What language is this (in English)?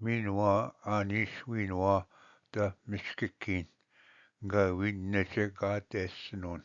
Ojibwa